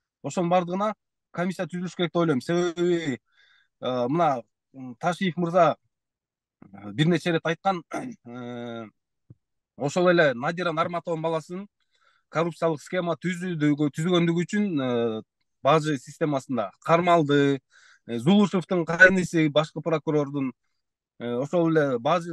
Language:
Kyrgyz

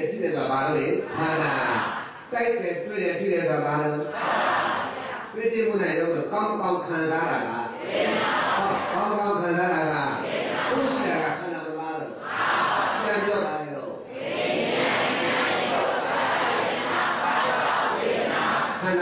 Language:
Burmese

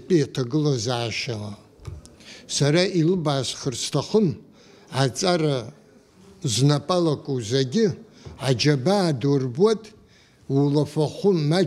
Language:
Abkhazian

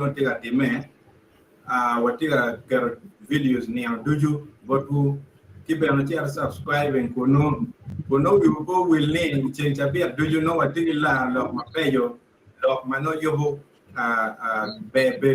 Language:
Acoli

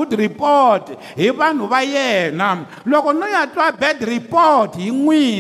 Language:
Tsonga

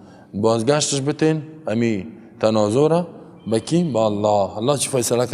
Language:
Persian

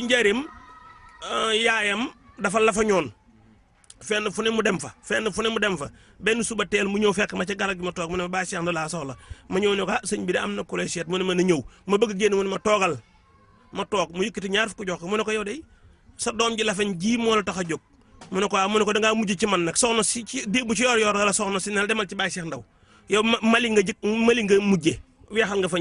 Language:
Wolof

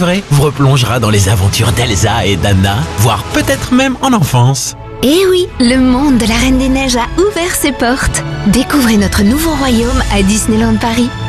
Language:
French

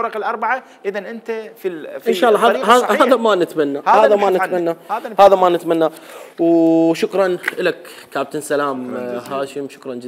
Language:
Mesopotamian Arabic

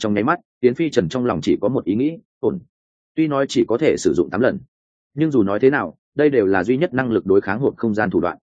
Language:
Vietnamese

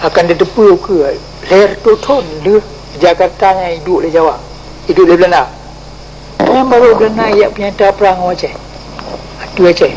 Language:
Achinese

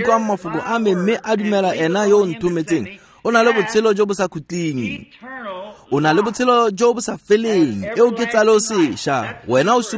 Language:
Tswana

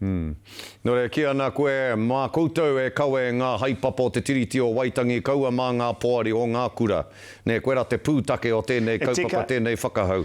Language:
Māori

